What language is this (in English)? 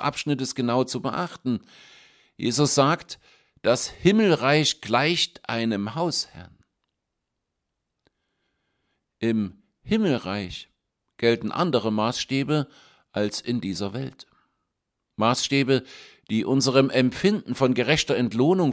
German